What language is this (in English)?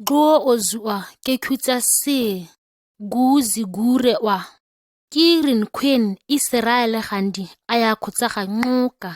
ǁGana